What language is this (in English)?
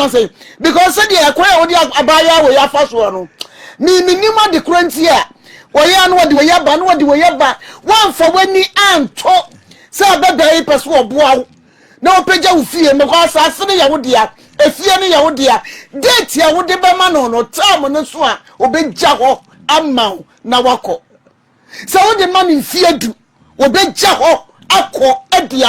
Akan